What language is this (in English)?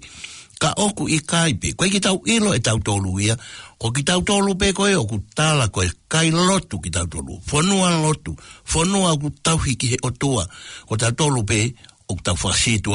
Tongan